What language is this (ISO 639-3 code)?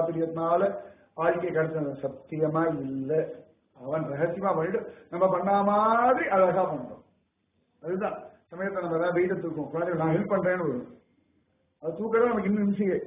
tam